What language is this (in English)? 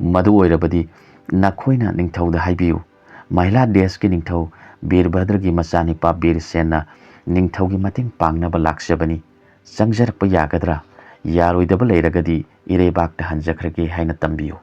Manipuri